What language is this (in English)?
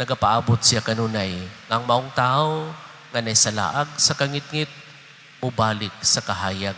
Cebuano